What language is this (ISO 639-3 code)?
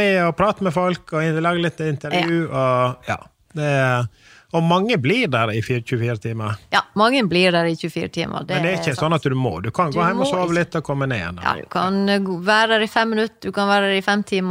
nor